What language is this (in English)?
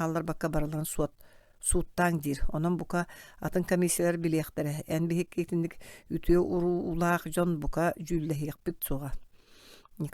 Yakut